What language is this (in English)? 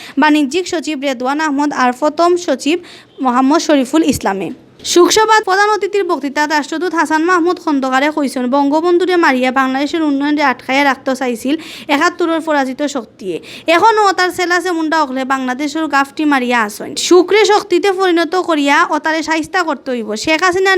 Sylheti